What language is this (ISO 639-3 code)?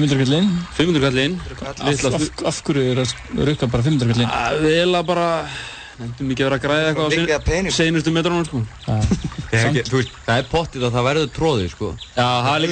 isl